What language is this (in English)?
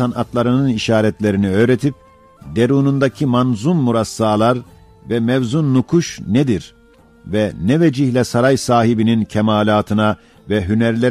Ottoman Turkish